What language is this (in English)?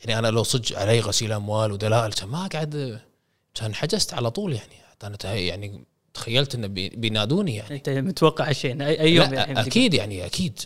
Gulf Arabic